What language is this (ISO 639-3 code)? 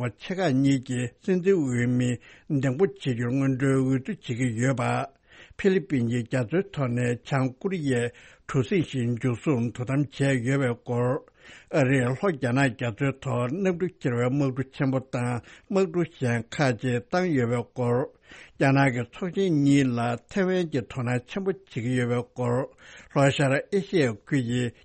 bod